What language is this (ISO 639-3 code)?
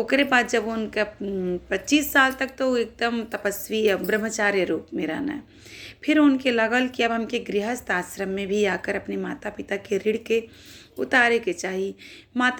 bho